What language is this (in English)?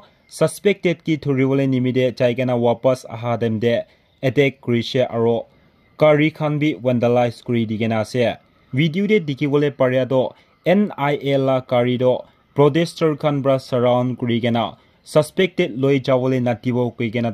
Naga Pidgin